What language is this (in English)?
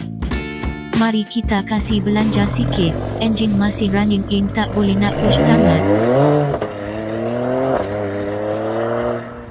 Malay